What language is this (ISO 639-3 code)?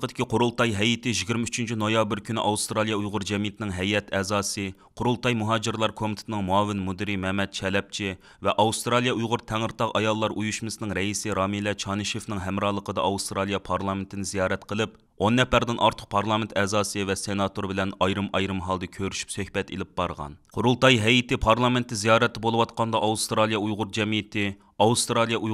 uig